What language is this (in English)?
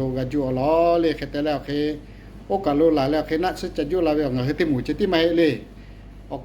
Lahu